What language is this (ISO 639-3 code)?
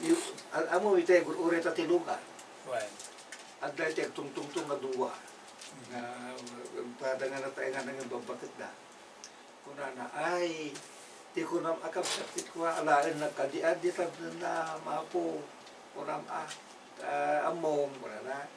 ilo